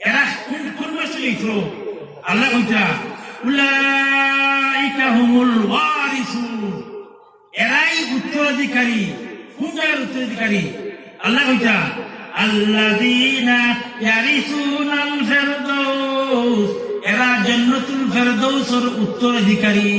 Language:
Sylheti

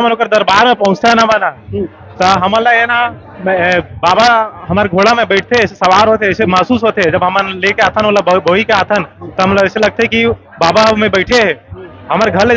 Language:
Chhattisgarhi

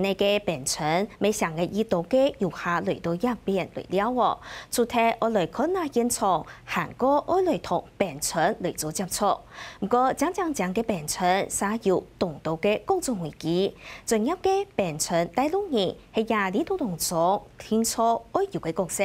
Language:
Hakka Chinese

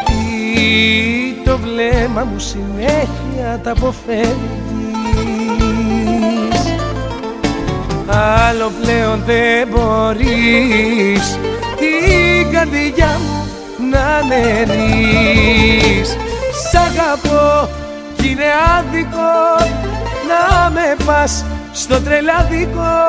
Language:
Greek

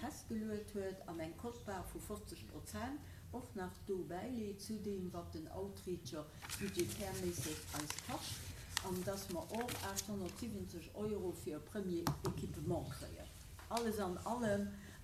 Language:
Luxembourgish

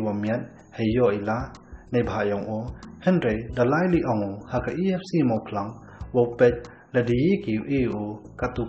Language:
Khasi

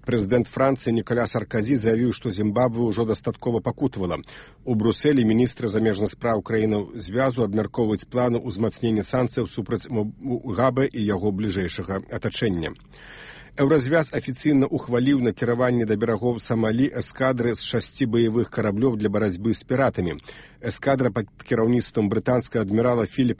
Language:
Belarusian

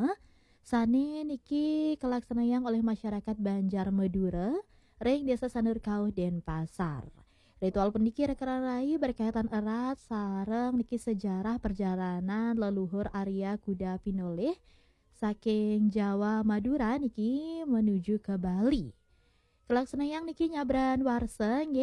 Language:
Balinese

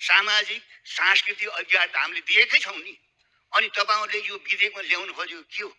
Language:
Nepali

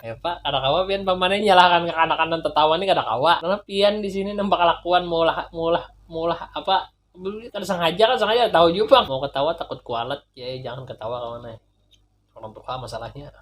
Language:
Banjar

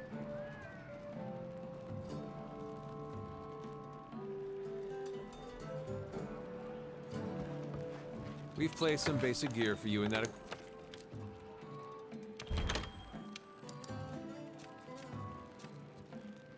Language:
English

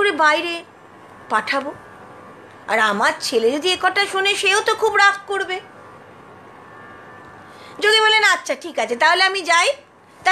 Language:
Bangla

